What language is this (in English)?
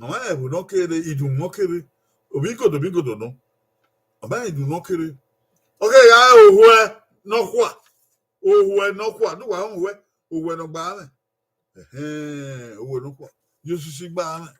Bini